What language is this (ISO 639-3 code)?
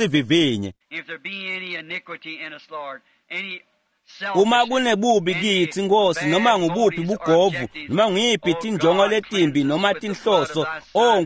ssw